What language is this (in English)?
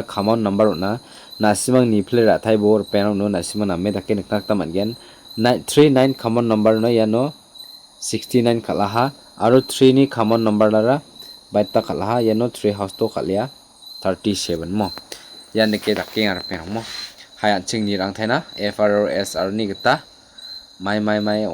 Garo